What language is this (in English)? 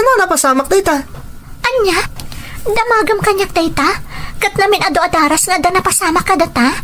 Iloko